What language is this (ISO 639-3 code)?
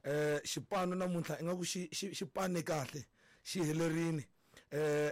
tso